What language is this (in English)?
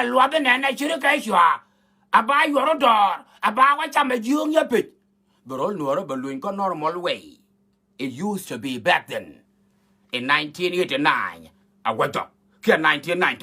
Nuer